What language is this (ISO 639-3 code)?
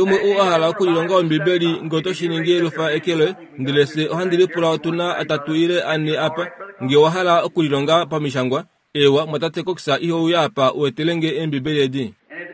kua